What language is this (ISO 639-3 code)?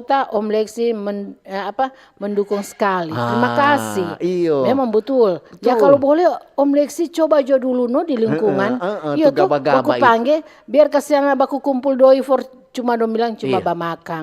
xmm